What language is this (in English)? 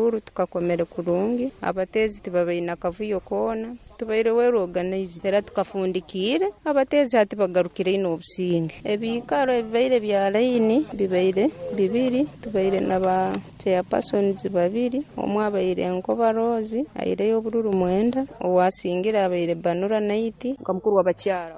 Nyoro